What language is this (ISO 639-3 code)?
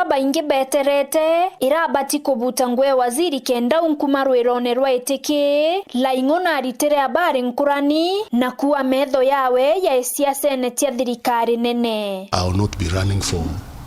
mer